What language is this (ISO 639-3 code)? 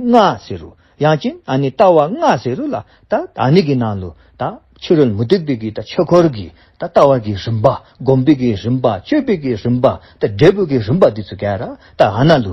dzo